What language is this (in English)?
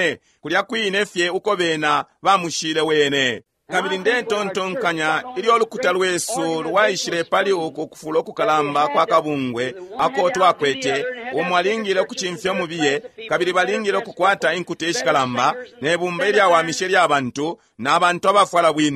Bemba